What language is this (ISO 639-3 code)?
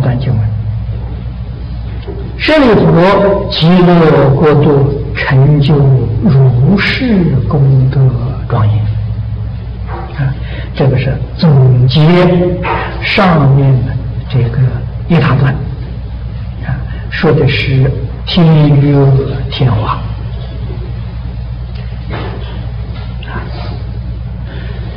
zho